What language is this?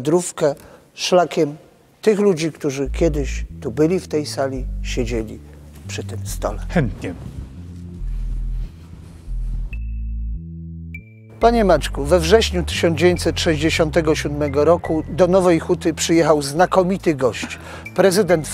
Polish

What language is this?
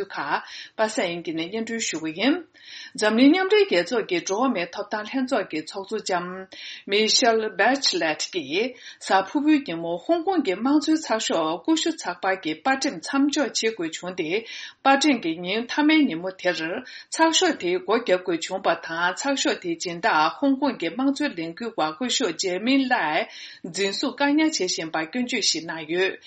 Tibetan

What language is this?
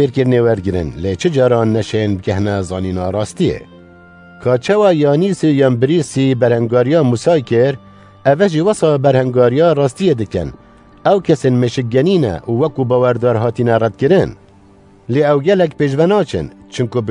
Kurdish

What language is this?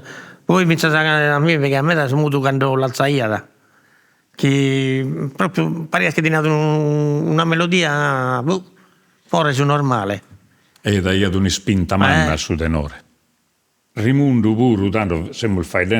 Sardinian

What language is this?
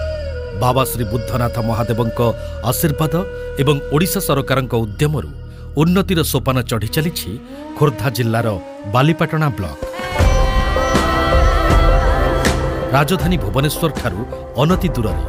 Odia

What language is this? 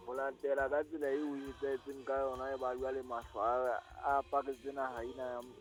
Southern Sotho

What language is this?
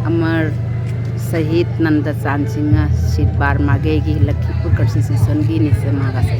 Manipuri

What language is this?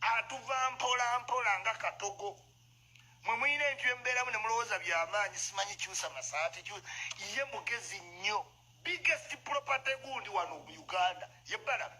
Ganda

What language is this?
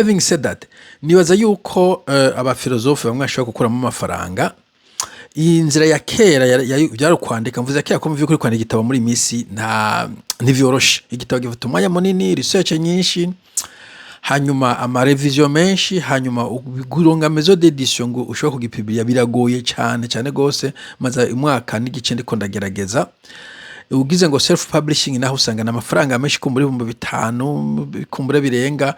Rundi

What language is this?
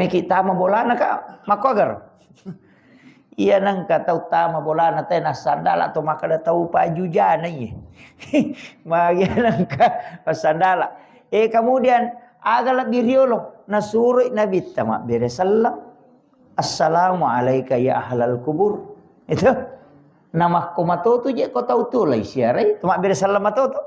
Buginese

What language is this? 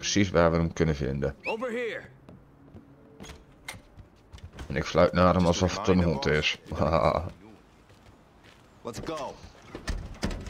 Dutch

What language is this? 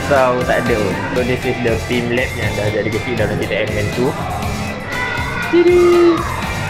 Malay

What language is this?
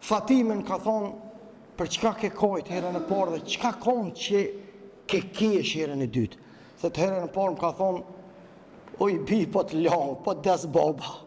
Albanian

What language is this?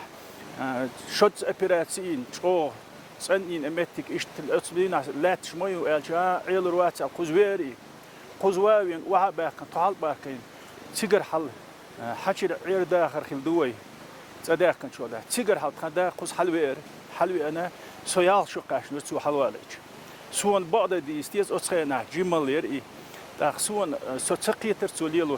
Chechen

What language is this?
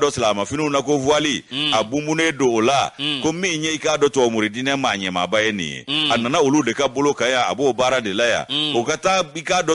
Bambara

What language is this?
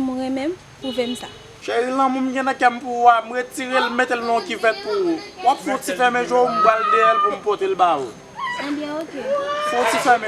Haitian Creole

